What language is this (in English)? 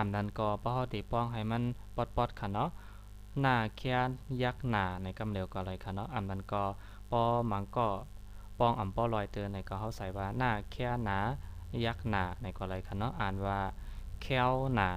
Shan